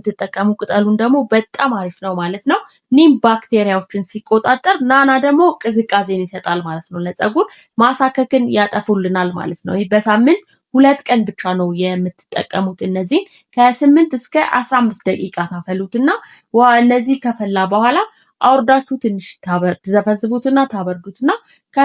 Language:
Amharic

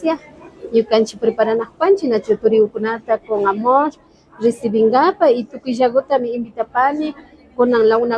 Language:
Imbabura Highland Quichua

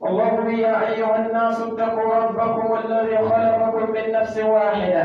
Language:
Pular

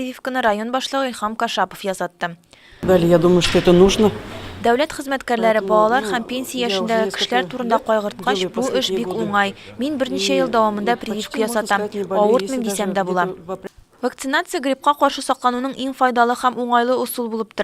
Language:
Tatar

